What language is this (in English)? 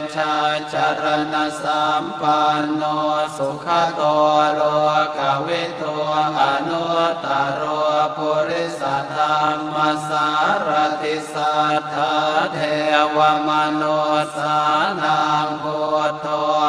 Pali